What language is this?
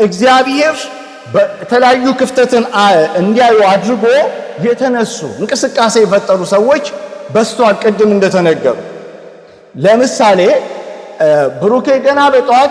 Amharic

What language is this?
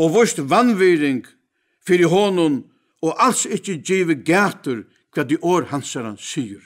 Faroese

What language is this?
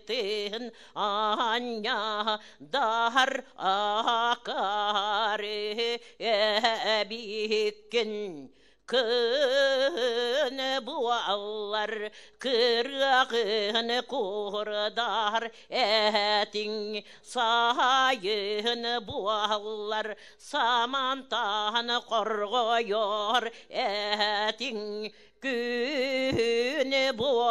Yakut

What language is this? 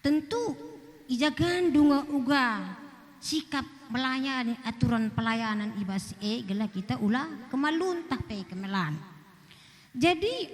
Batak Karo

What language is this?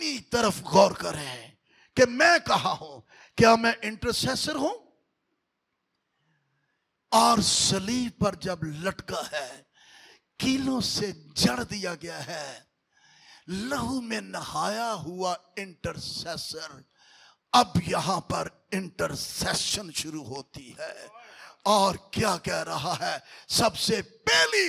Hindi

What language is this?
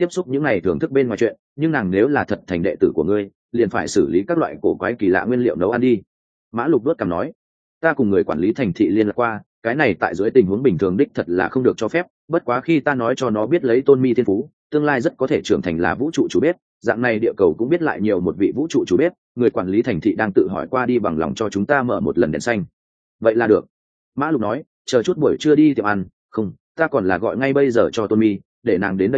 Vietnamese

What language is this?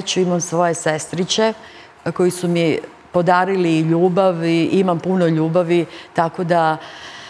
Serbian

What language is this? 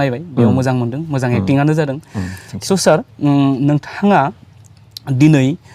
Bodo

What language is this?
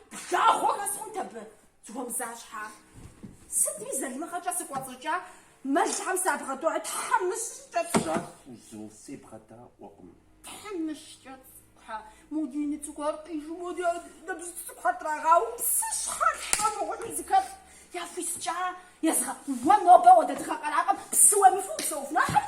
Kabardian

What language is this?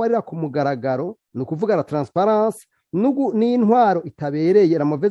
Rundi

